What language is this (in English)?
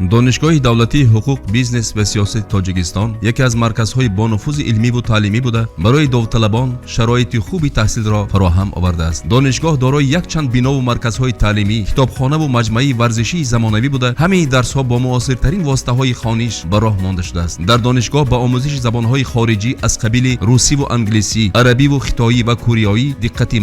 Tajik